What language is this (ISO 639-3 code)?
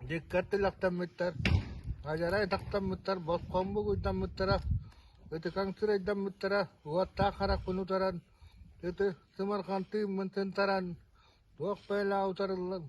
sah